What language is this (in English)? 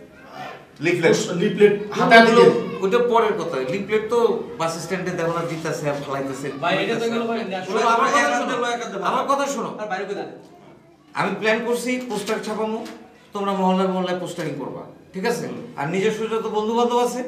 Bangla